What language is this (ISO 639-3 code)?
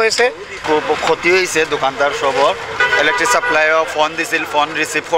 syl